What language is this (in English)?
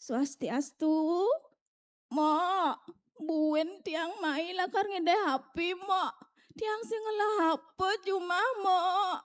Balinese